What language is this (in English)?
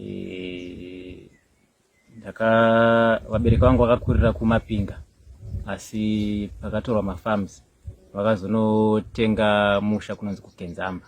Shona